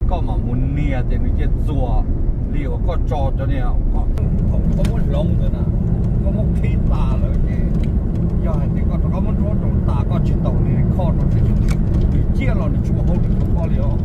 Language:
Hmong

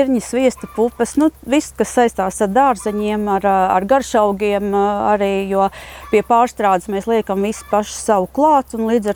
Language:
Latvian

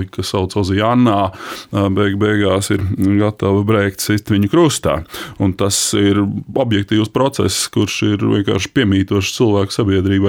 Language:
Latvian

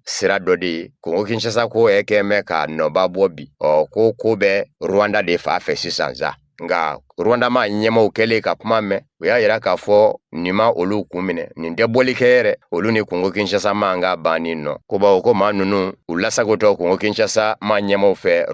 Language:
Bambara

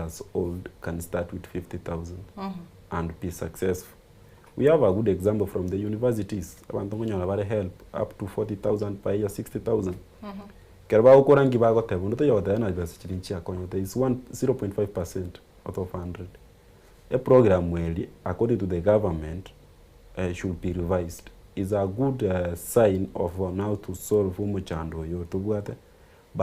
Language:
Gusii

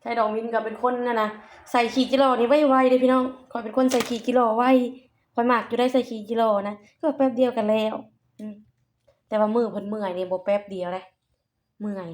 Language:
Lao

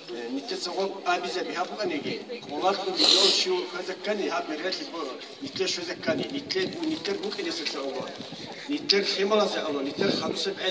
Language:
Avaric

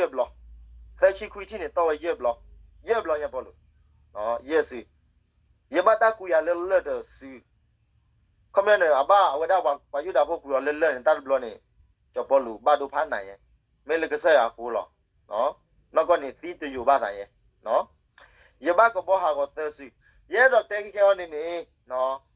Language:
S'gaw Karen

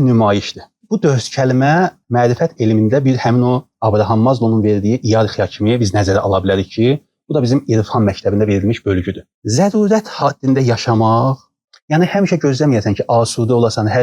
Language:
Azerbaijani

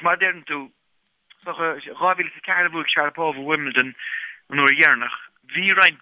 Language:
Irish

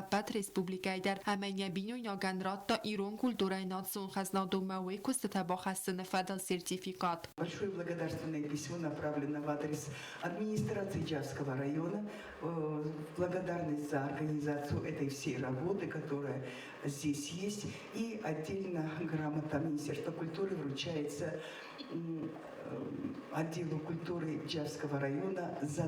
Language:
Ossetic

